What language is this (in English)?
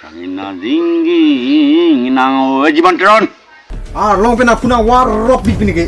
Karbi